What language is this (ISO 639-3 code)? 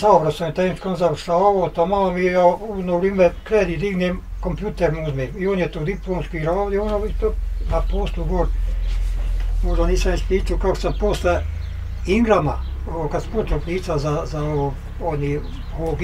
bos